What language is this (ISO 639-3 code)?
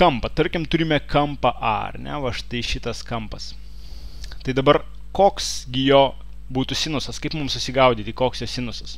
lit